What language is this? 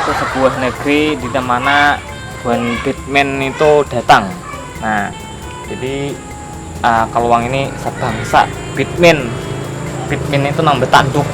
Banjar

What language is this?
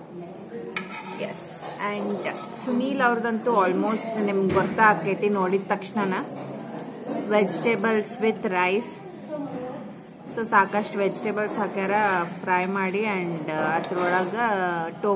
Kannada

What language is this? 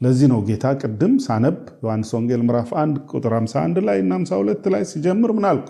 Amharic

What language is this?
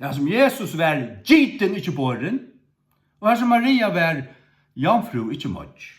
Faroese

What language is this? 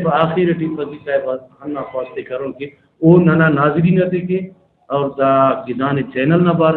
Brahui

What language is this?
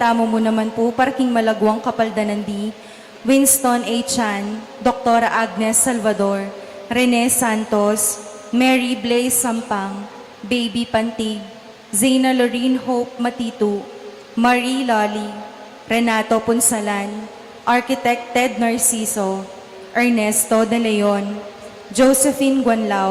Pampanga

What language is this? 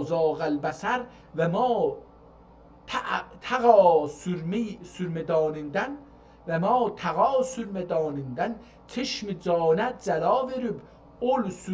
South Azerbaijani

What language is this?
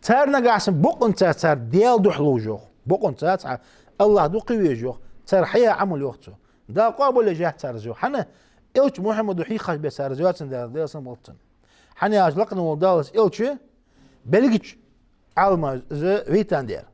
Ingush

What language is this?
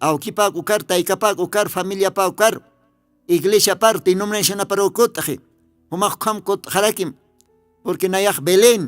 Aymara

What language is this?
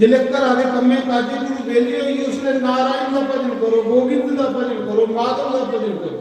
Dogri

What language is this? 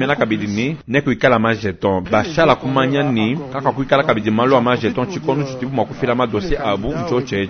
Luba-Lulua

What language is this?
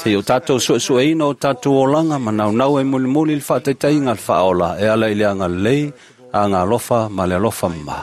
Samoan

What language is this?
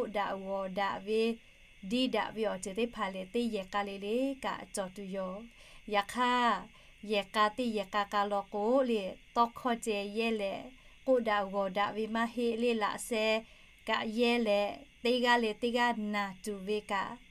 Lahu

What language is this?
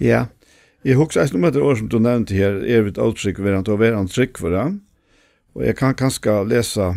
Faroese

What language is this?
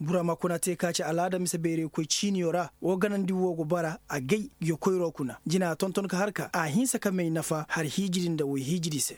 Koyraboro Senni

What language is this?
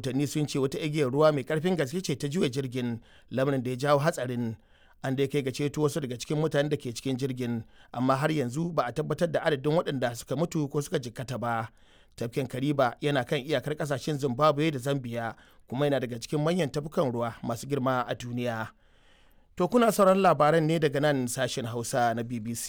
Hausa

